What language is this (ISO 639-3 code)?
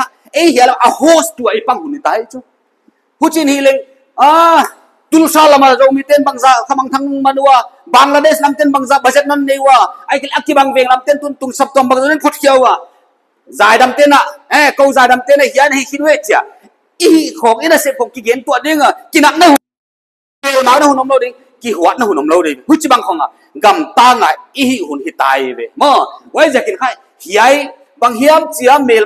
pck